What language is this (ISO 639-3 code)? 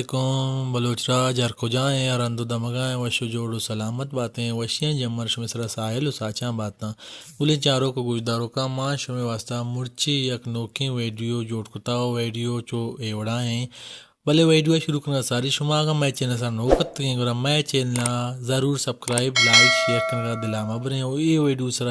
bal